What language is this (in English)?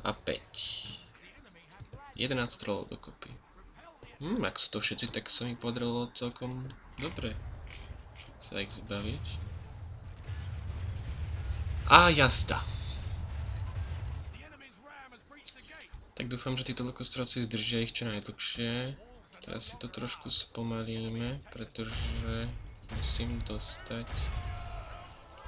Slovak